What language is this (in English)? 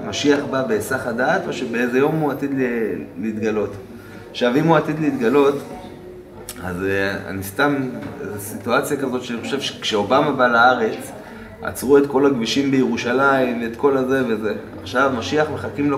Hebrew